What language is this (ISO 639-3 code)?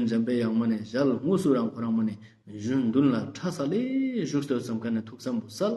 lbj